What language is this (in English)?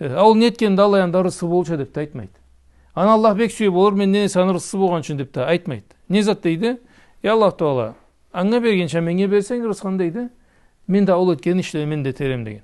Karachay-Balkar